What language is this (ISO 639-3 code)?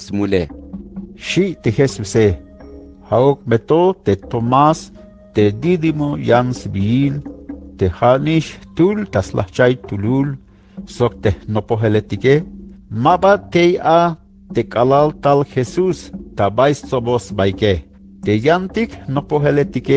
tzh